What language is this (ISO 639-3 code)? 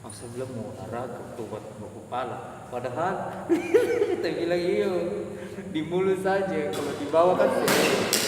abs